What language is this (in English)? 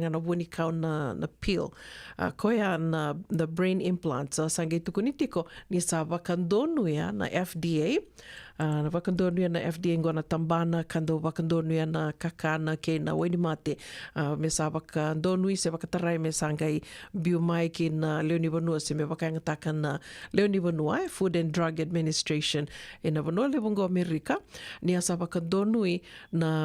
Fijian